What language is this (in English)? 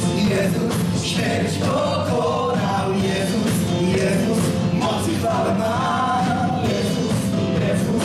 Polish